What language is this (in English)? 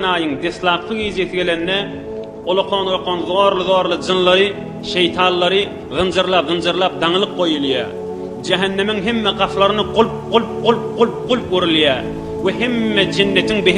Turkmen